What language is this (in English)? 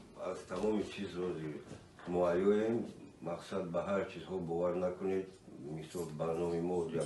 Tajik